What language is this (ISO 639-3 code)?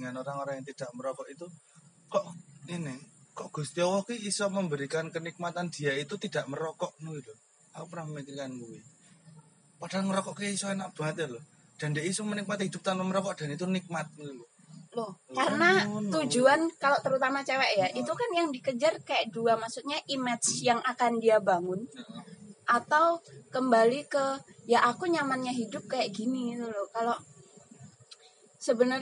ind